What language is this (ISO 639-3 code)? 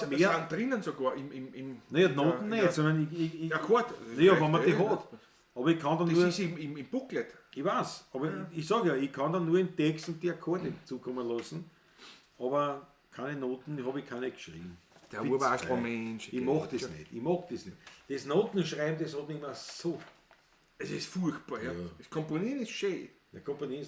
bar